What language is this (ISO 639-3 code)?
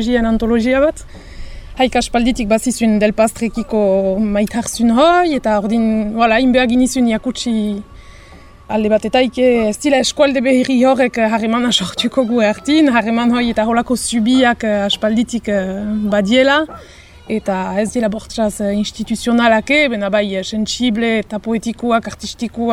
eus